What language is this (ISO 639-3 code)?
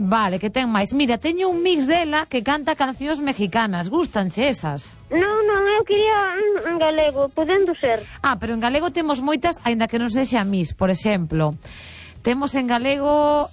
glg